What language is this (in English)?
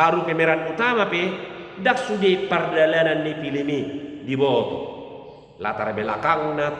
Batak Toba